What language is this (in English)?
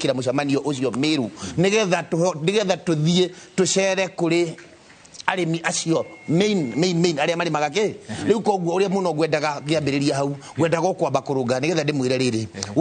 Kikuyu